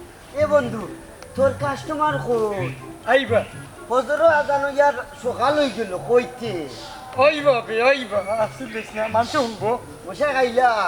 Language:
Sylheti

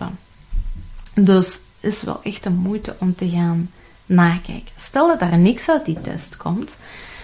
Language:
Dutch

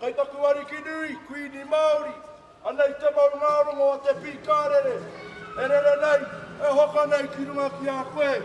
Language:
Māori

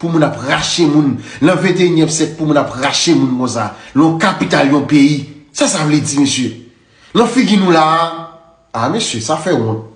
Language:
Haitian Creole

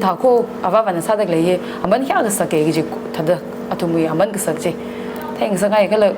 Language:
Tangkhul Naga (India)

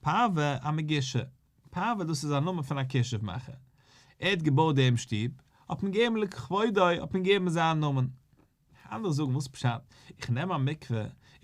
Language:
Yiddish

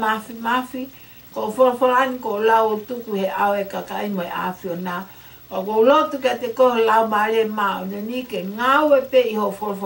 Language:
Tongan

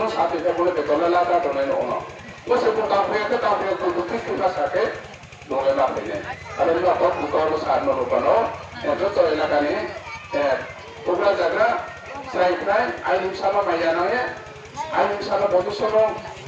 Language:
Riang (India)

